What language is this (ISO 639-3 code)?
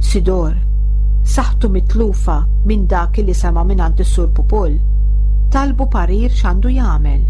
mlt